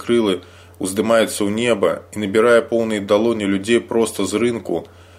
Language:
Belarusian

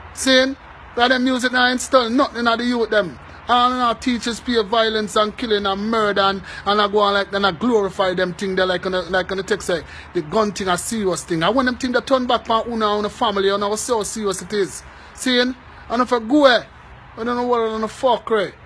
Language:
Jamaican Creole English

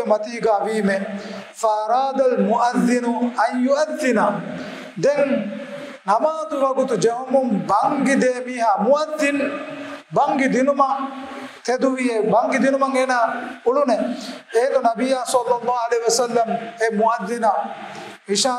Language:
Divehi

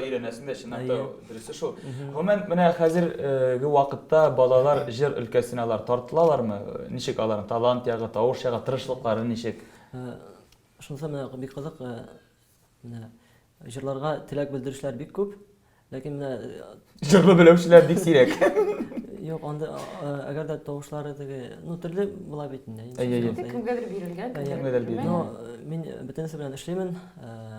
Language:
Tatar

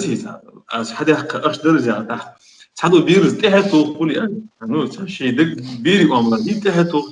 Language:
Ingush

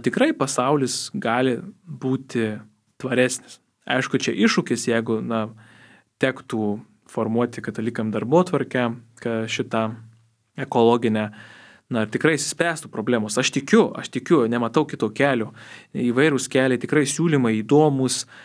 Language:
Lithuanian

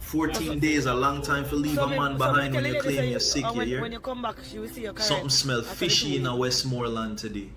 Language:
Jamaican Creole English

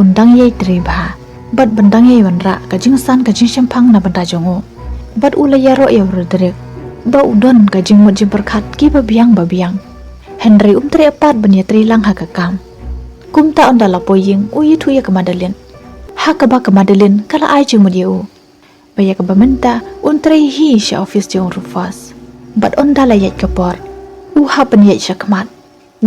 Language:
Khasi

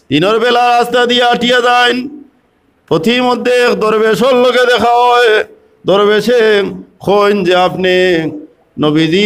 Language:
Sylheti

